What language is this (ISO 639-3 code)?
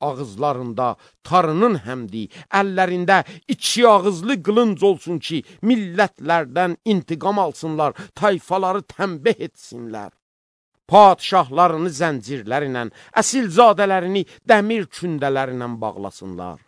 aze